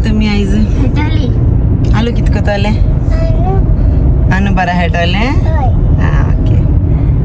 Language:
Konkani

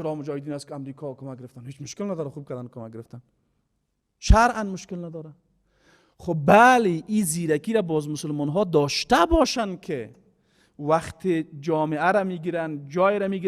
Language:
Persian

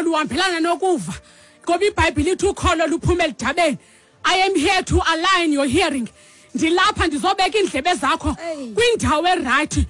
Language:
Xhosa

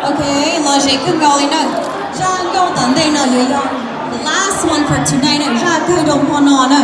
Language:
Hmong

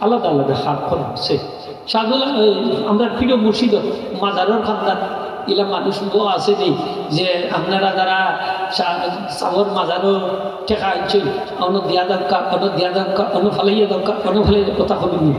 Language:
Sylheti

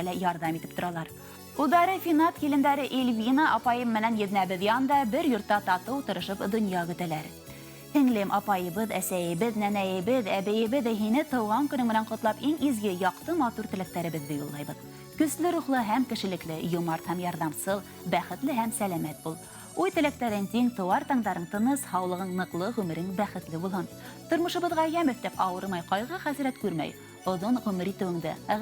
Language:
Bashkir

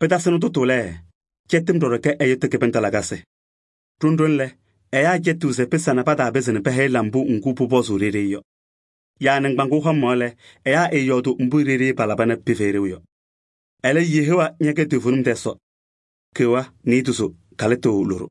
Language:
Kabiyè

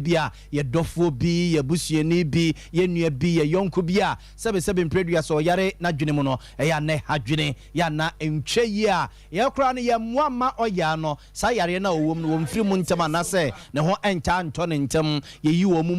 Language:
Akan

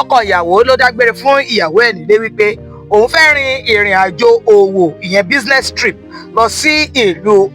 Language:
Yoruba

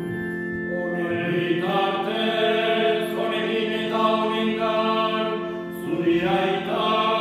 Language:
Basque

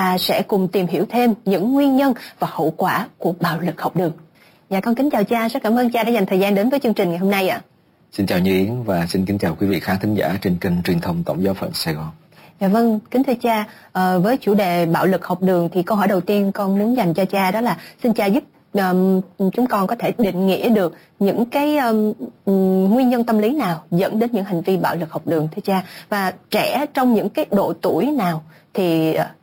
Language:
Vietnamese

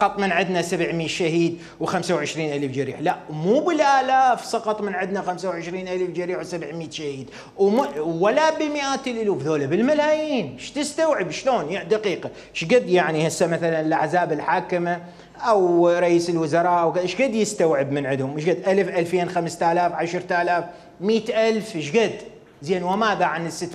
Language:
Mesopotamian Arabic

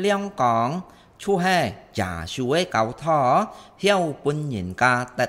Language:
Hakka Chinese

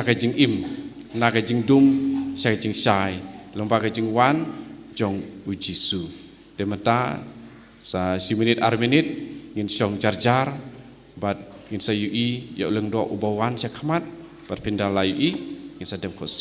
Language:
Khasi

